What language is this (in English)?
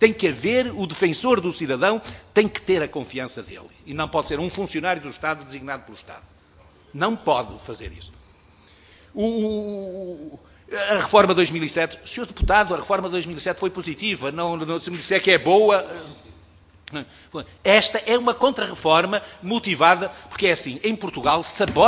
Portuguese